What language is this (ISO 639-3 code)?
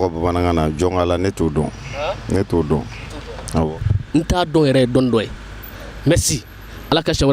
bam